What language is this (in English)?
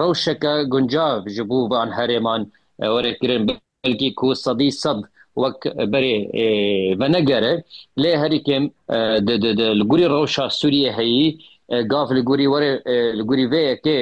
Kurdish